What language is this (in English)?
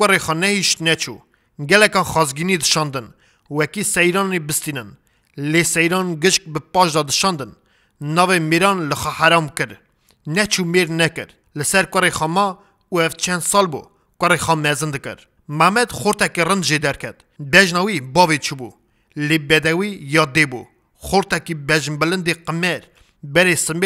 Kurdish